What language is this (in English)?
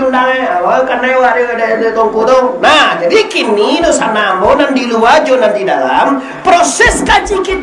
Minangkabau